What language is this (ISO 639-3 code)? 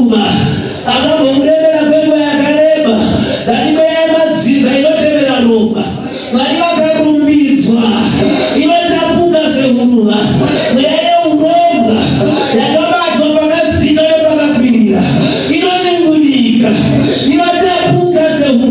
sna